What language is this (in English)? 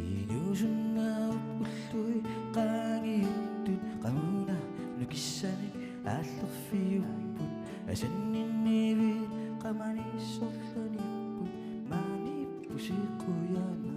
Kalaallisut